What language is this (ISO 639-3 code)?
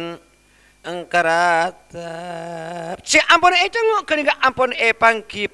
mad